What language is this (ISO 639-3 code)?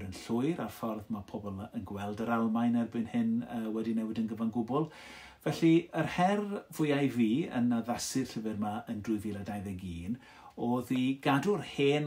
cym